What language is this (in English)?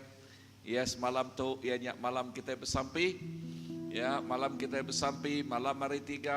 Iban